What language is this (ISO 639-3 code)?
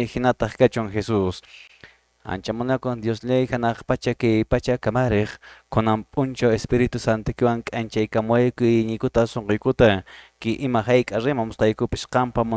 que